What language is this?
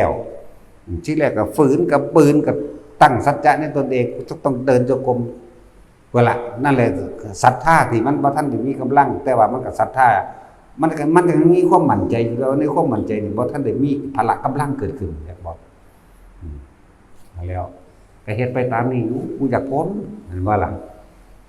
Northeastern Thai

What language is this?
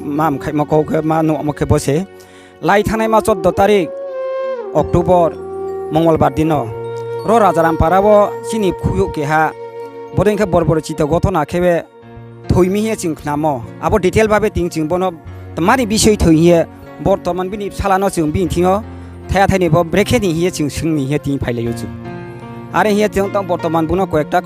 Riang (India)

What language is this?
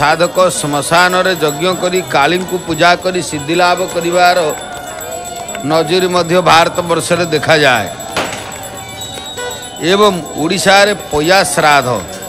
Odia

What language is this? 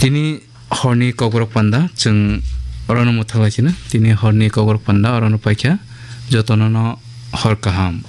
Kok Borok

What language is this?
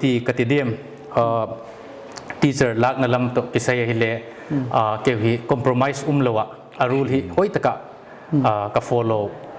Paite Chin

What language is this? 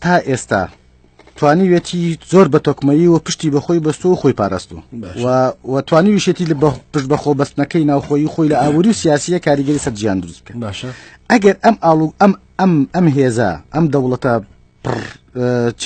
Central Kurdish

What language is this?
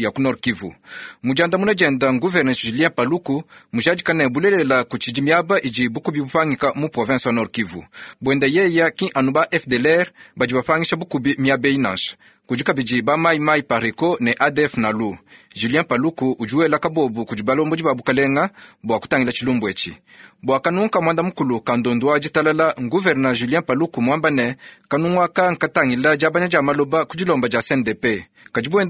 Luba-Lulua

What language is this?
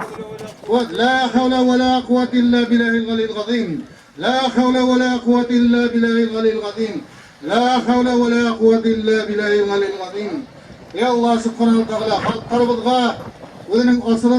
Bashkir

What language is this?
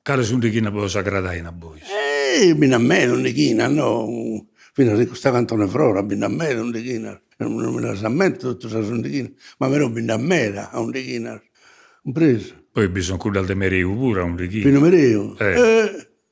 Sardinian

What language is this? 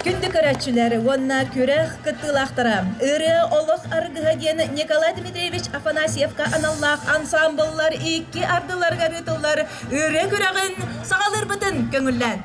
Yakut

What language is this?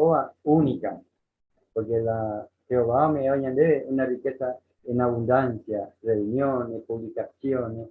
Guarani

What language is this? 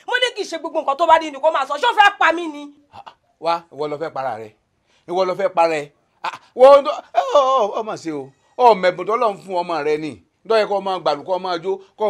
Yoruba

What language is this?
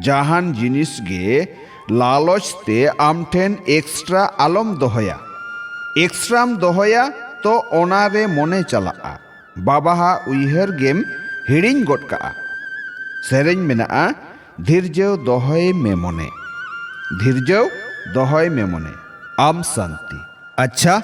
Santali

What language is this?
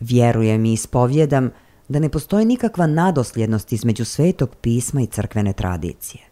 Serbian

